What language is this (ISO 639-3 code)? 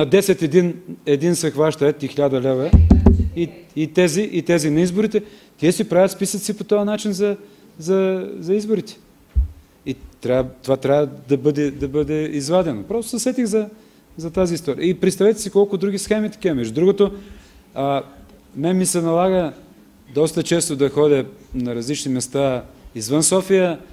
bul